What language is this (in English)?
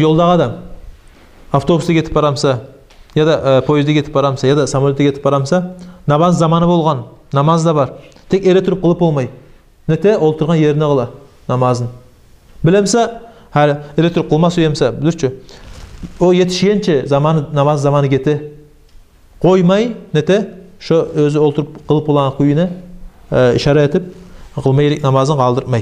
Kumyk